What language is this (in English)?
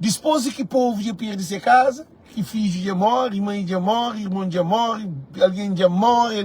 Kabuverdianu